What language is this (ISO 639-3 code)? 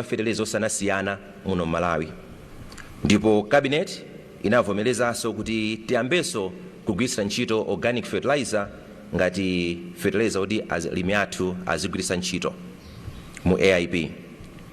nya